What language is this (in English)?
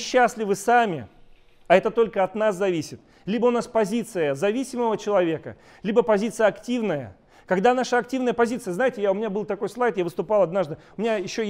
Russian